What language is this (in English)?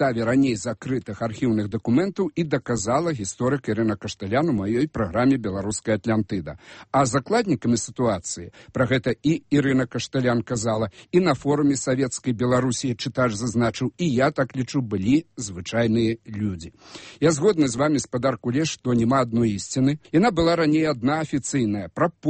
Belarusian